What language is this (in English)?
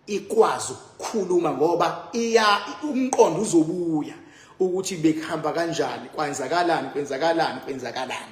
Zulu